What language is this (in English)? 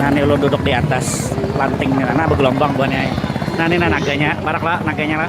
Banjar